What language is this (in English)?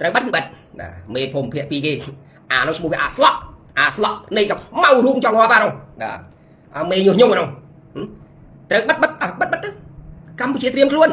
Khmer